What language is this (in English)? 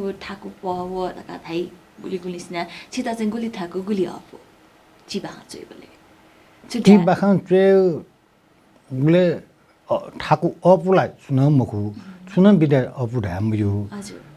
Newari